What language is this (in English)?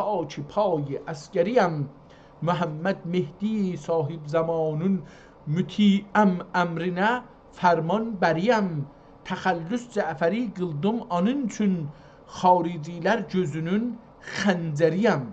South Azerbaijani